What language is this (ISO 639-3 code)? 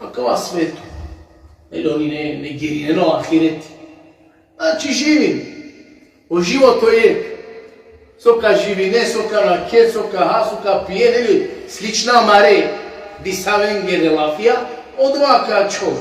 rmn